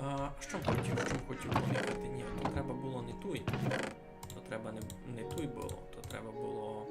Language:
Rusyn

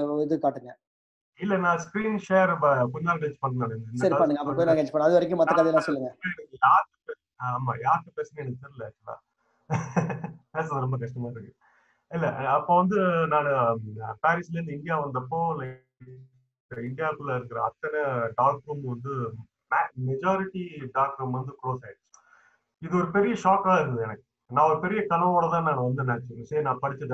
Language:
Tamil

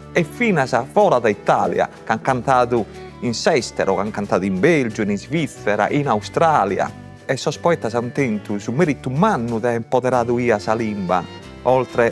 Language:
Sardinian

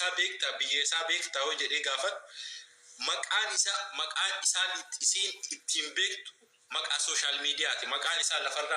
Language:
Oromo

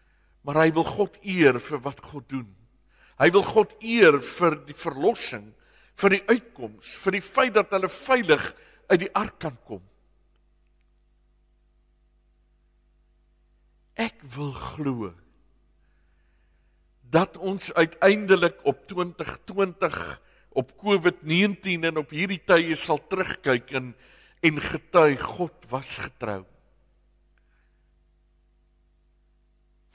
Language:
Afrikaans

